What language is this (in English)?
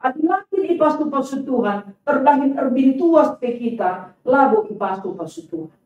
Batak Karo